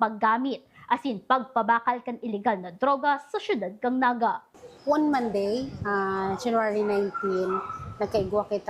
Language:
Bikol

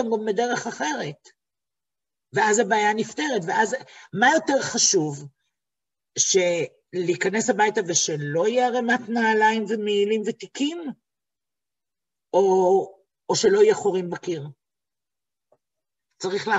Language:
Hebrew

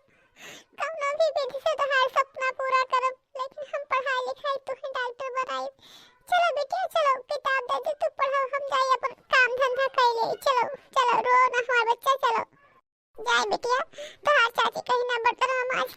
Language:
Awadhi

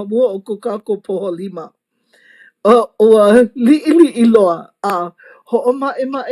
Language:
Hawaiian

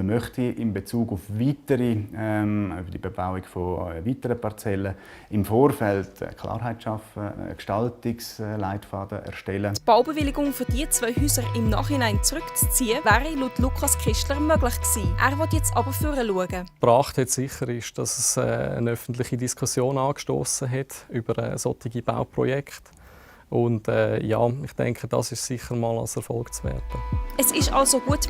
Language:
Swiss German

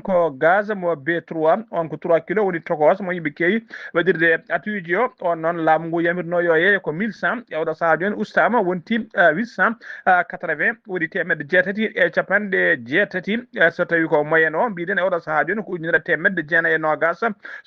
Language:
Fula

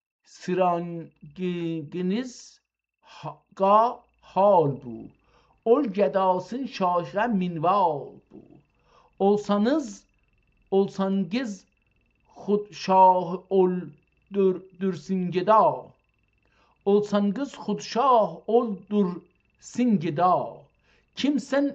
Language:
South Azerbaijani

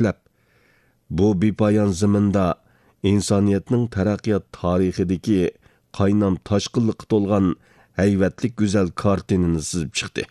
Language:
Uyghur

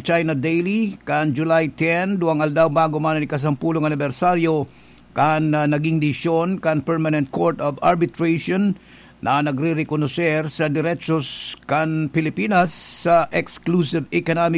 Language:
Bikol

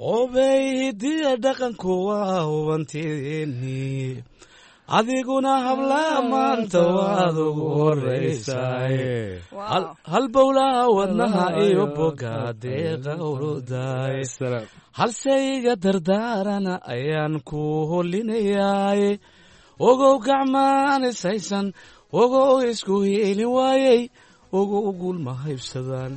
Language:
Somali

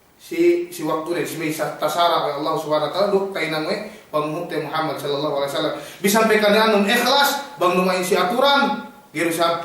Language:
Yakan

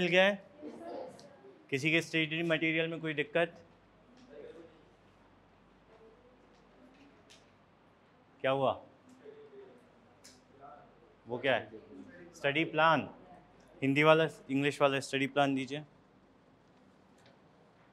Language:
Hindi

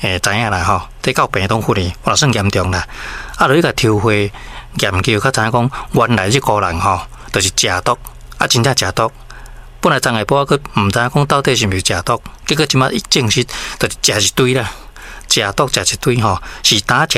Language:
Min Nan Chinese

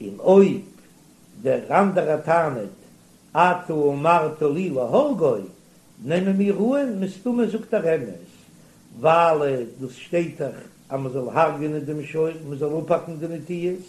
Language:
Yiddish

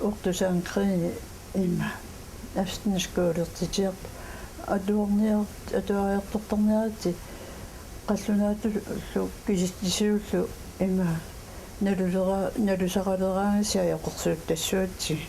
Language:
Kalaallisut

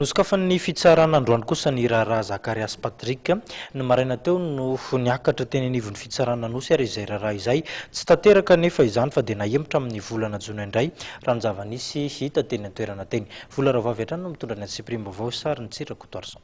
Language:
Malagasy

